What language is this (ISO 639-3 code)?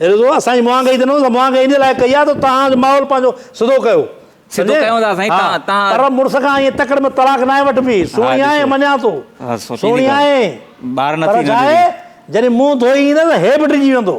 snd